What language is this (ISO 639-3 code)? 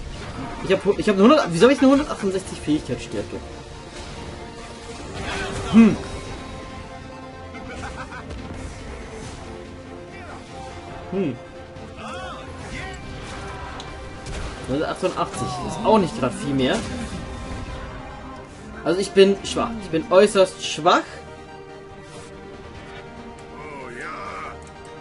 deu